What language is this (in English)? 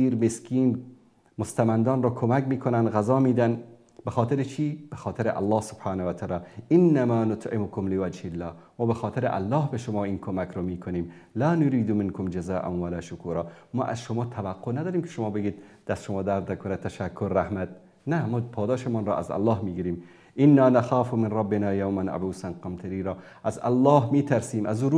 Persian